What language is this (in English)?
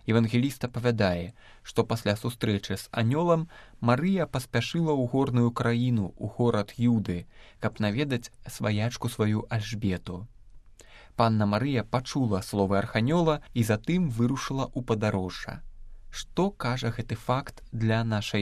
Belarusian